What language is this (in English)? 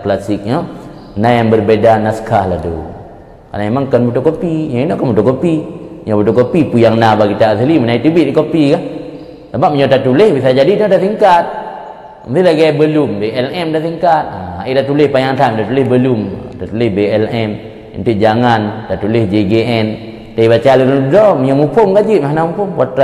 Achinese